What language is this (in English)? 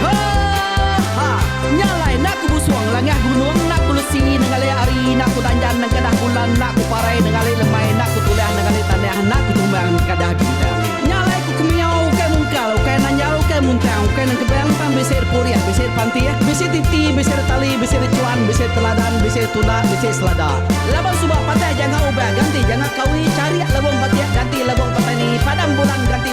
Iban